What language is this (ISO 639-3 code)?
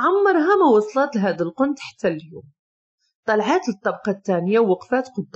ary